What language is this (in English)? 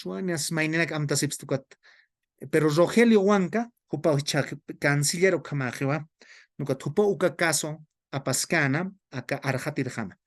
Aymara